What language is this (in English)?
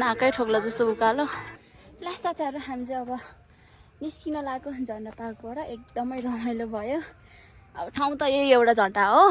Nepali